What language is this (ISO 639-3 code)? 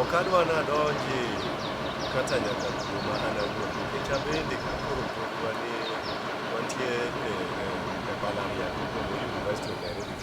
luo